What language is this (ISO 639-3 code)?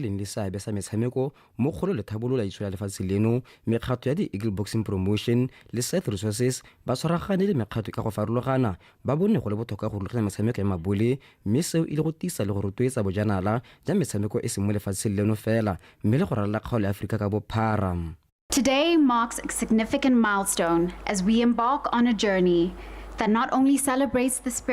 tsn